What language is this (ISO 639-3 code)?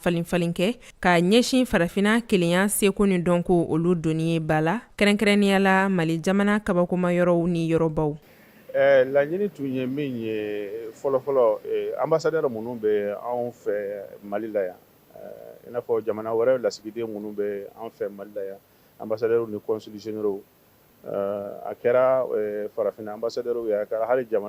bam